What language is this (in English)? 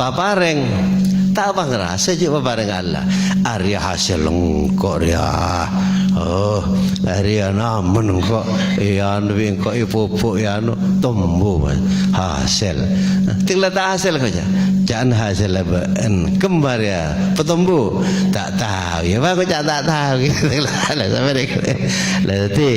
Madurese